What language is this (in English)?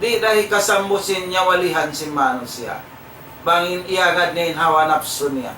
Tausug